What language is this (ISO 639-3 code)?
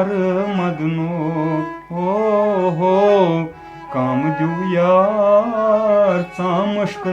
kas